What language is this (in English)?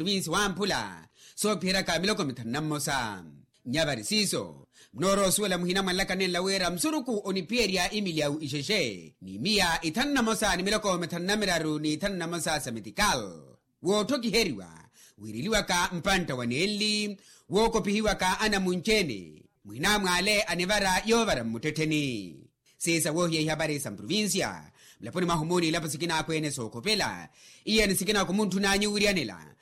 Makhuwa